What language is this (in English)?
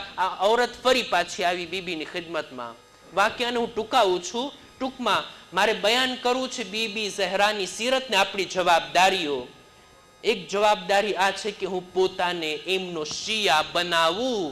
Gujarati